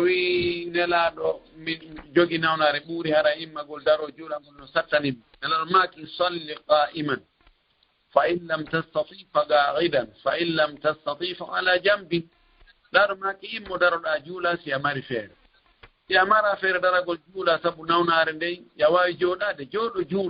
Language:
Fula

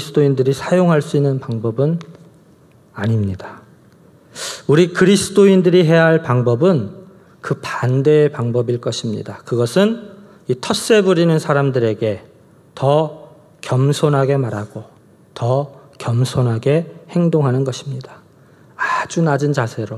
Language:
Korean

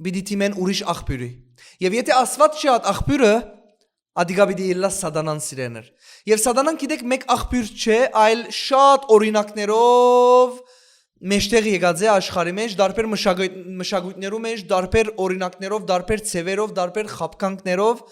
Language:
Western Armenian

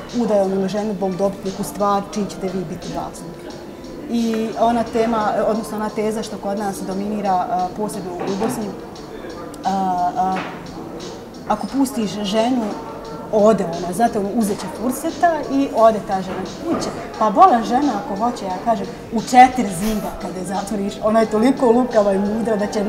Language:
Bosnian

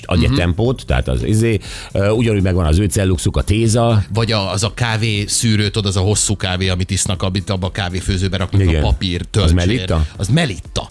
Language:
Hungarian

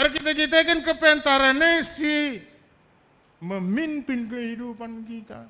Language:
Batak Karo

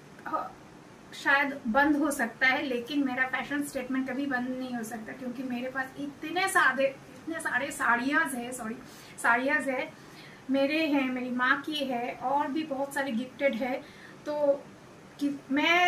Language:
Hindi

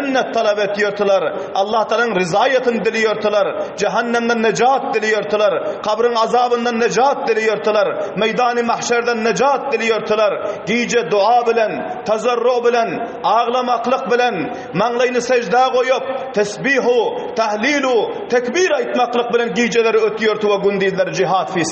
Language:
Turkmen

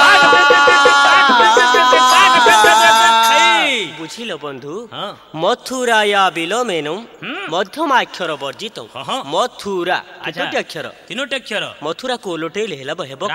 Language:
Odia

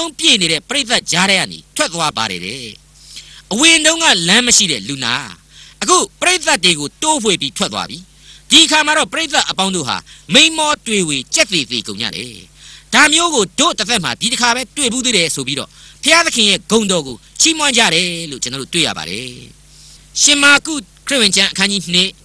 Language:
Burmese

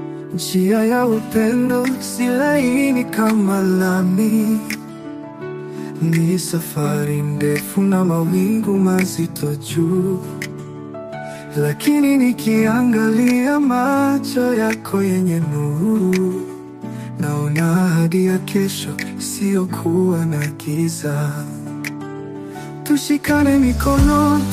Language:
Swahili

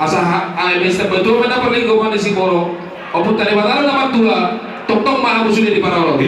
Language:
Batak Toba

